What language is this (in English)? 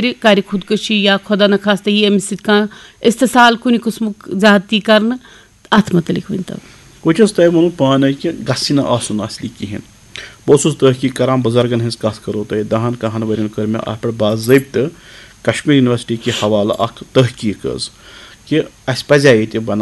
Kashmiri